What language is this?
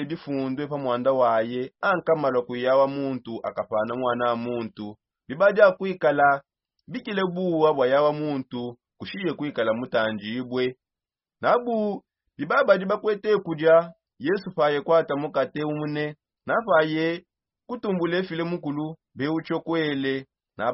Songe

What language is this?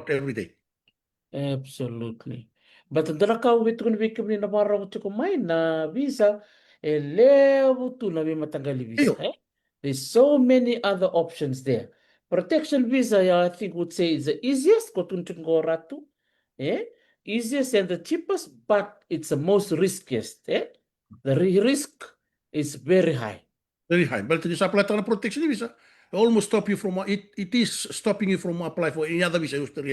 Fijian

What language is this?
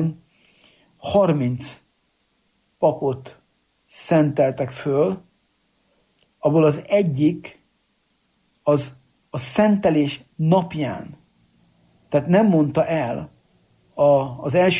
Hungarian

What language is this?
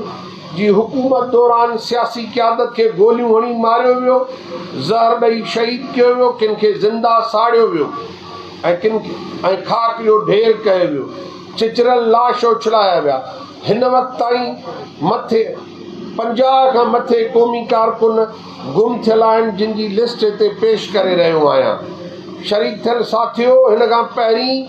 Sindhi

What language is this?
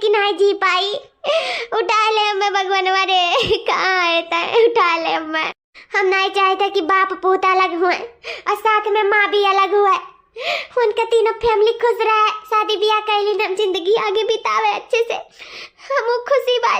Awadhi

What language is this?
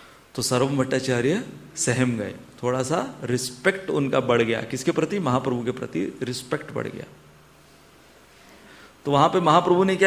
Hindi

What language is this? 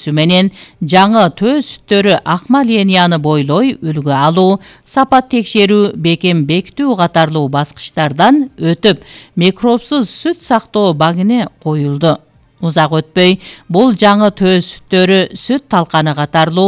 Kyrgyz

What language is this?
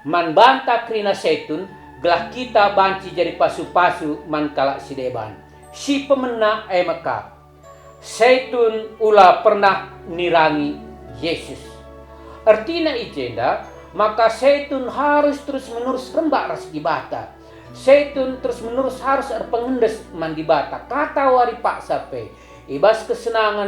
Batak Karo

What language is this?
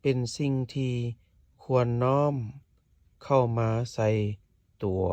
Lao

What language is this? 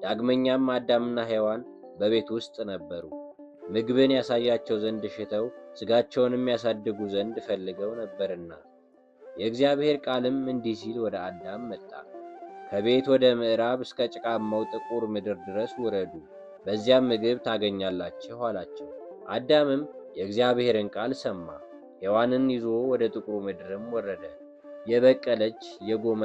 Amharic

